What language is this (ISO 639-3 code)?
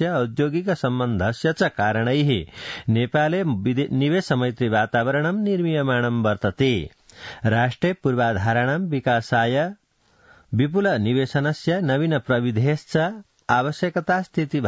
san